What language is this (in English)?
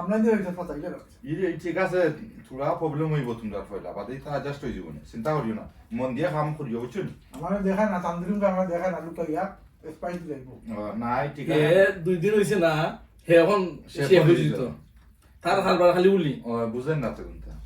Sylheti